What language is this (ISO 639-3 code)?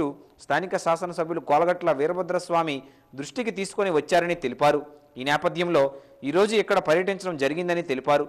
tel